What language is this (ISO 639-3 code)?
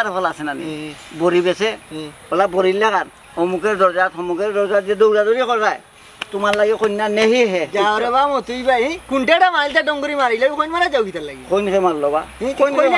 syl